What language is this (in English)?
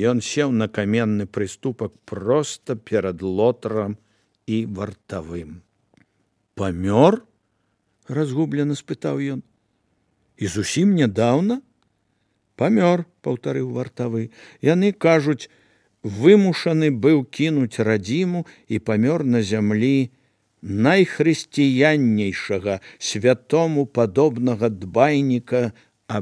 Belarusian